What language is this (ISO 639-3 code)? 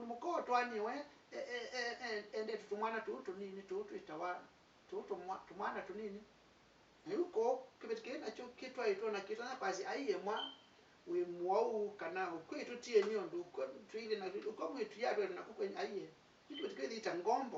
kam